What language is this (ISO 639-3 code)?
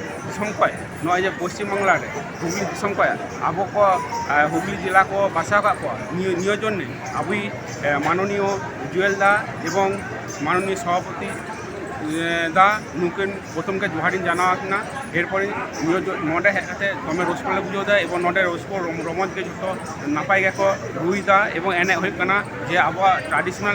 sat